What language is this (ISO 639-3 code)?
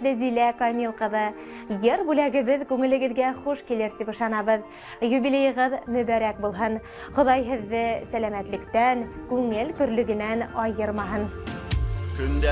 bak